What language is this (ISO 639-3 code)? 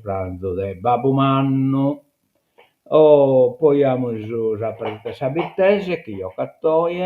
srd